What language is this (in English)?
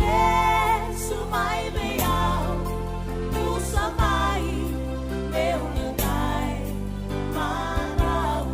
Fijian